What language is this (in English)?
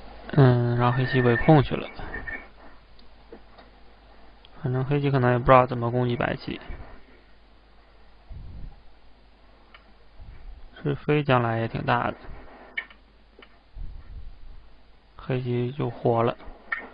Chinese